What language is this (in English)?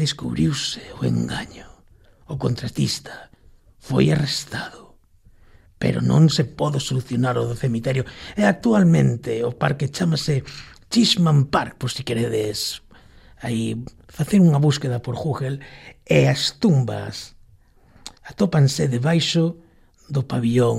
Galician